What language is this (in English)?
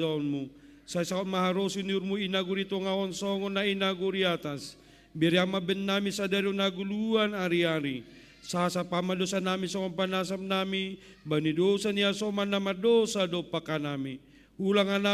Batak Simalungun